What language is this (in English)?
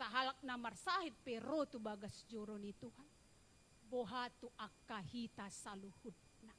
Batak Toba